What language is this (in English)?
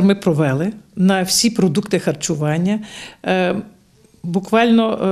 Ukrainian